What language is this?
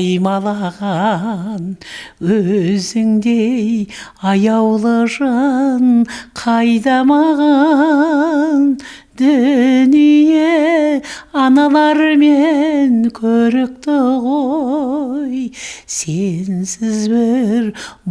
Kazakh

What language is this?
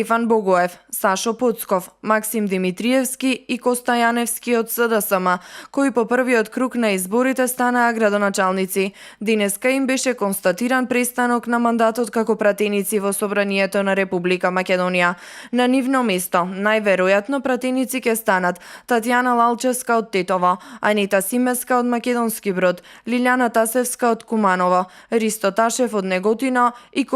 Macedonian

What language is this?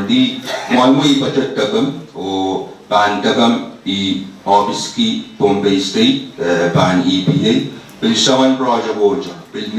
Pohnpeian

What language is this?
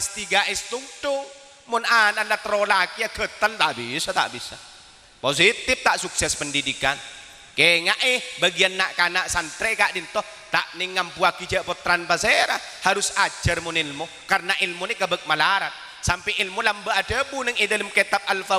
Madurese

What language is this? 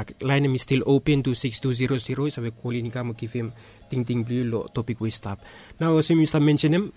Bislama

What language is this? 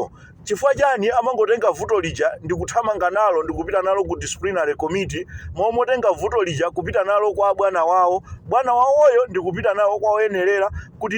Nyanja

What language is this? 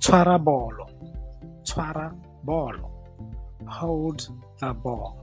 Tswana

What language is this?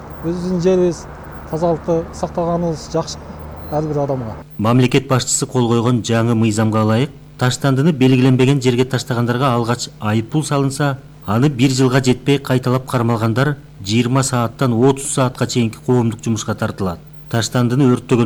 Kyrgyz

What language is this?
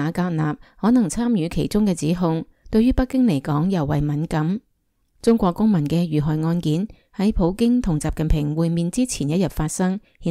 Cantonese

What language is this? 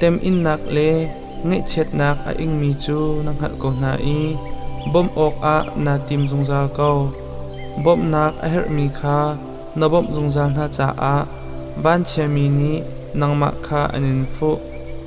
Hakha Chin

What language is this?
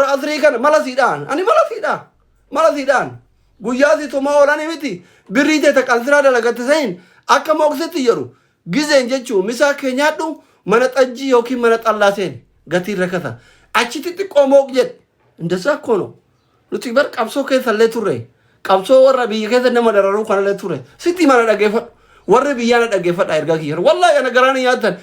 Oromo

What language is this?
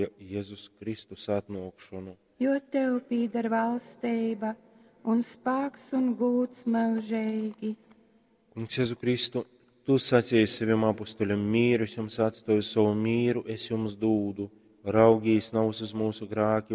Latgalian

